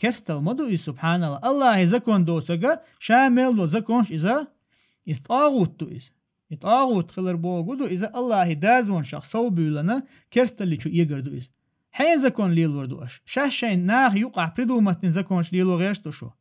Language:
Chechen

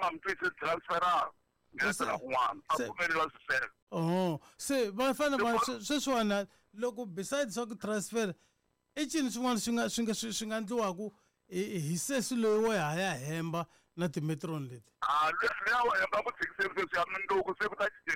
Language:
Tsonga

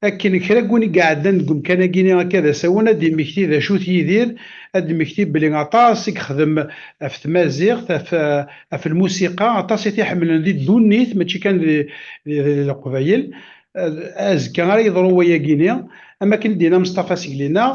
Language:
Kabyle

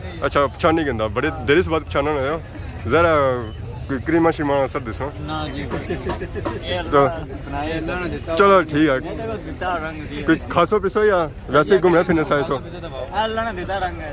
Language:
Pahari-Potwari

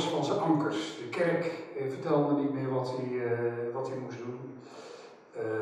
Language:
Dutch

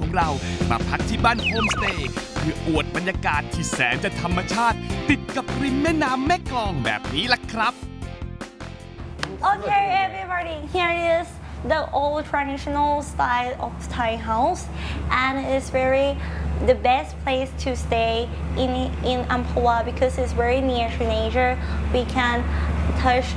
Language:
Thai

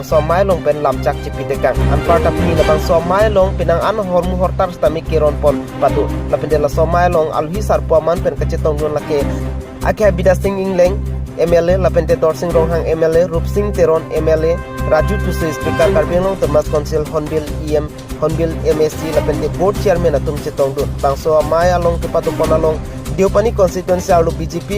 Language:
Karbi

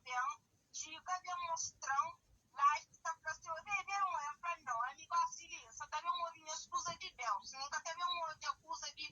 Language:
Kabuverdianu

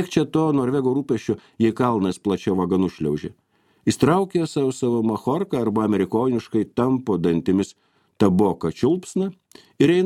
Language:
Lithuanian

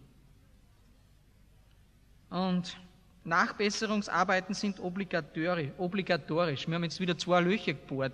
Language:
German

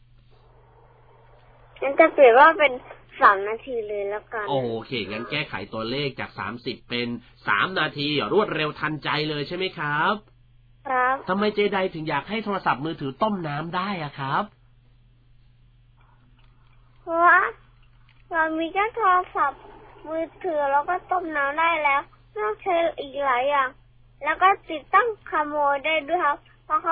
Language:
Thai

